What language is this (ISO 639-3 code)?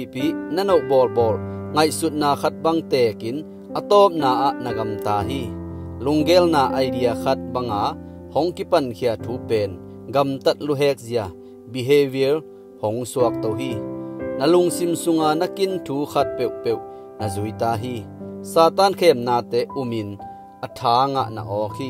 ctd